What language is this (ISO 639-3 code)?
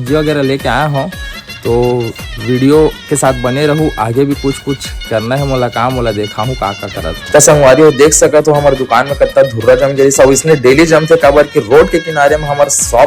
hne